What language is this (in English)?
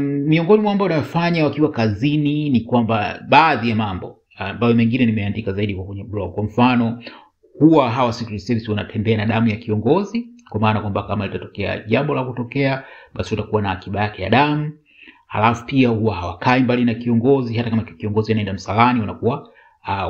Swahili